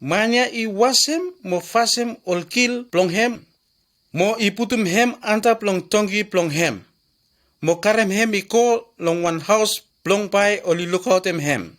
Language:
Bislama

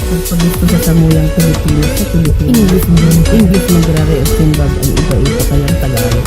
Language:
Bikol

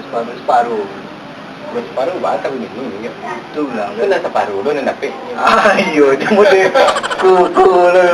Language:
Minangkabau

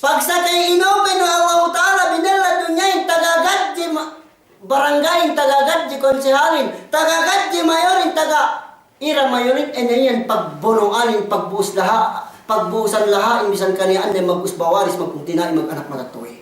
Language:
Yakan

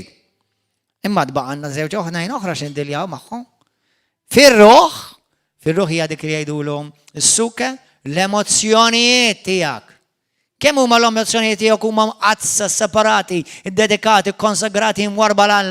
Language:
Maltese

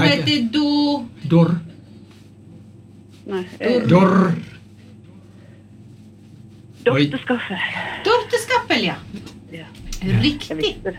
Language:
Norwegian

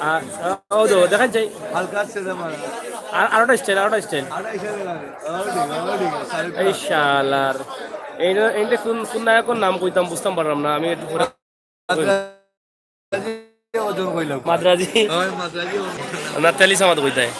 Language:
Sylheti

